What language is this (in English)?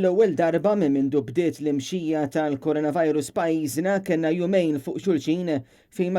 Maltese